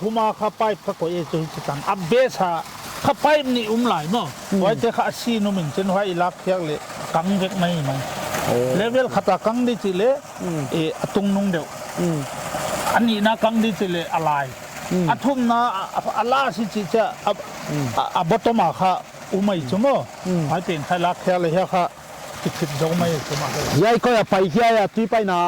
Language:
Paite Chin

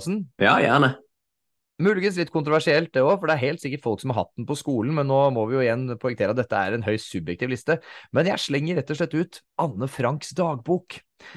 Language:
Norwegian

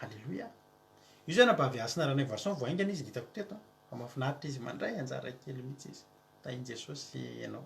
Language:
Malagasy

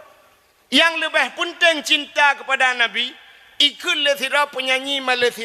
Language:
Achinese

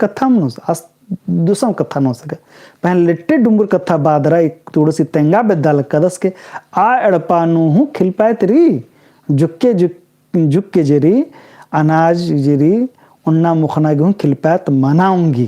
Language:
Kurukh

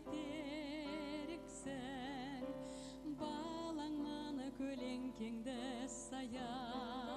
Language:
Kazakh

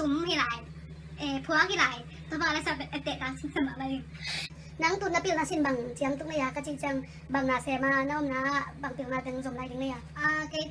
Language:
Tedim Chin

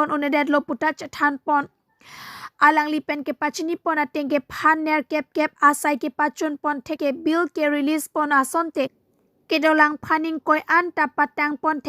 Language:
Karbi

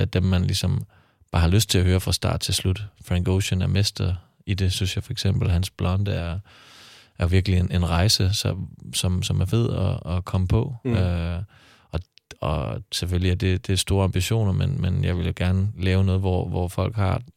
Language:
Danish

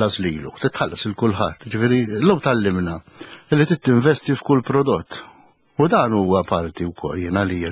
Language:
Maltese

